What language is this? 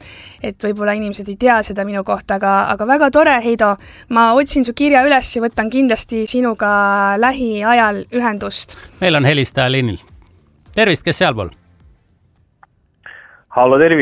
Estonian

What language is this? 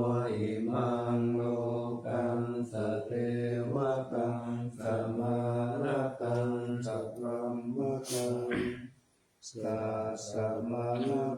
Pali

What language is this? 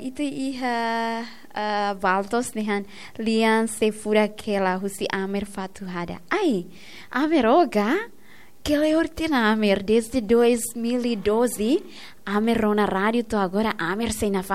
Tetum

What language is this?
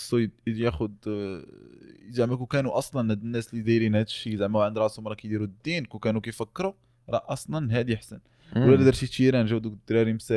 Moroccan Arabic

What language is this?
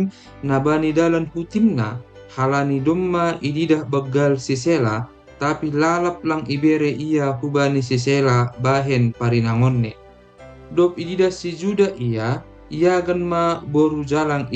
Batak Simalungun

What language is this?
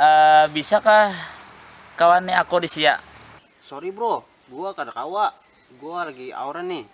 Banjar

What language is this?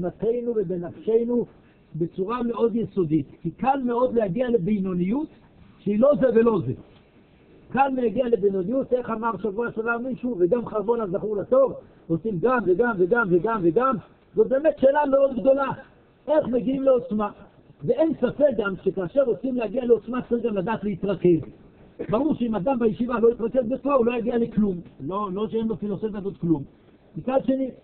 Hebrew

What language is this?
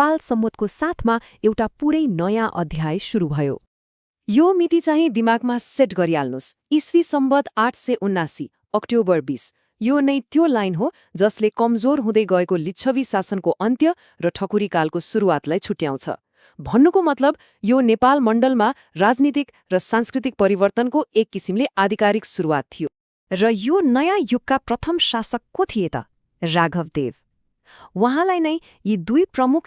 Nepali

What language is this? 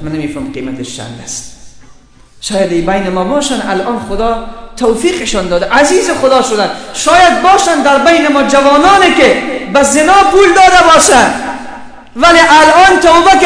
Persian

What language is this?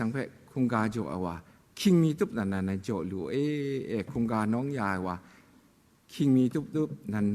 Kachin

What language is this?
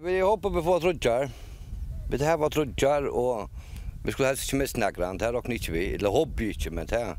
Faroese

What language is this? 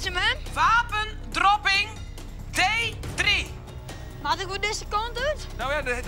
Western Frisian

